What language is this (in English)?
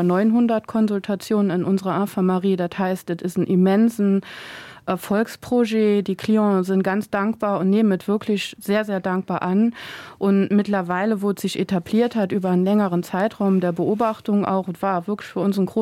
Luxembourgish